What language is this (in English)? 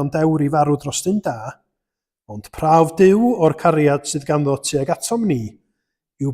Welsh